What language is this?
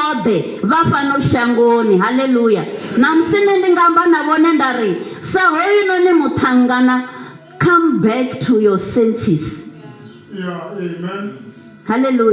Venda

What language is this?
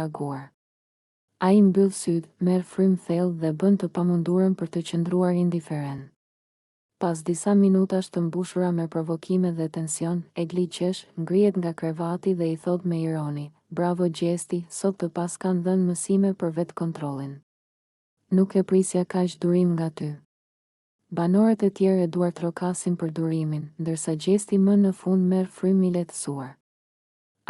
Albanian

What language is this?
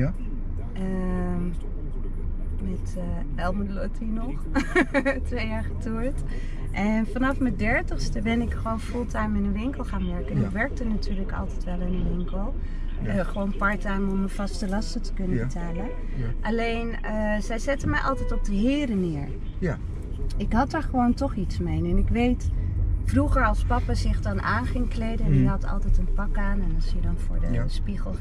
Dutch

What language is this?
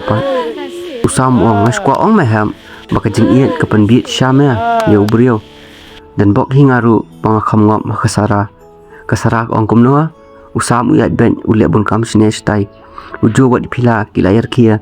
Khasi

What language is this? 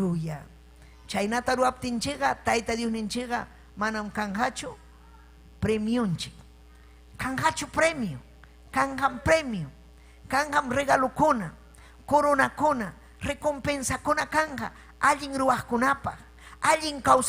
Ayacucho Quechua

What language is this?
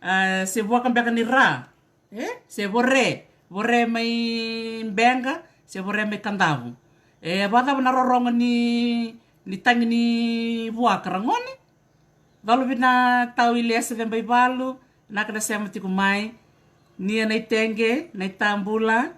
Fijian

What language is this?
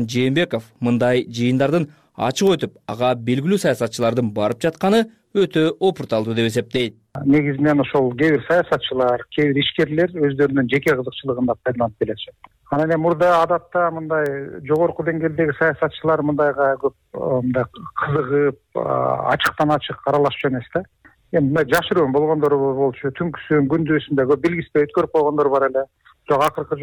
Kyrgyz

